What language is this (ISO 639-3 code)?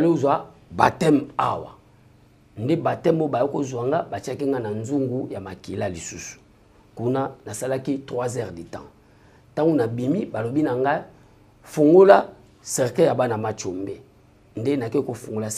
lin